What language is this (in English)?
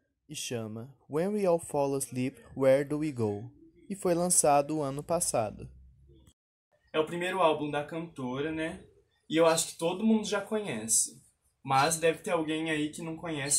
Portuguese